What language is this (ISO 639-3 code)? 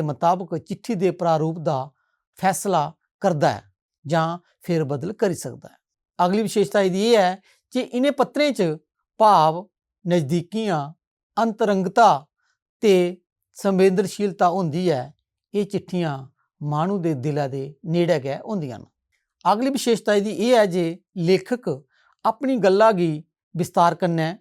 doi